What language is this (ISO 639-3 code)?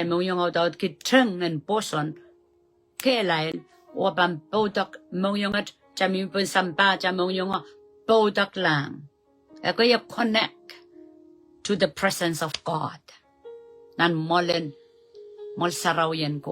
pon